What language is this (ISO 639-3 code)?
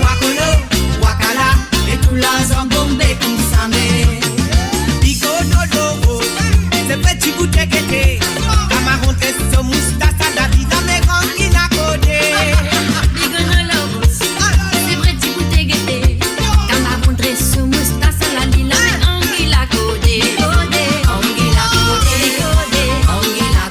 mfe